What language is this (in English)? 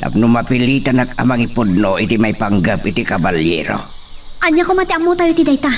Iloko